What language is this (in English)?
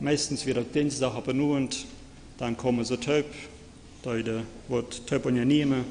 Plautdietsch